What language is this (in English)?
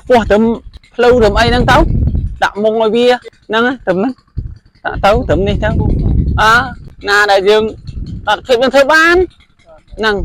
Khmer